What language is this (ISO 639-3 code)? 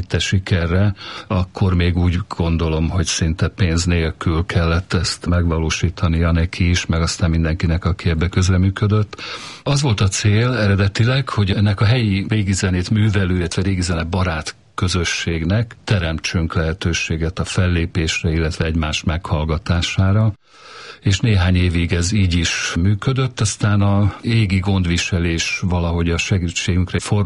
hun